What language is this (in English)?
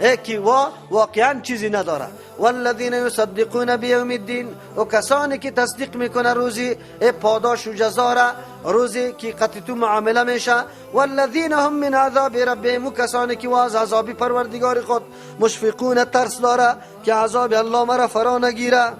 Persian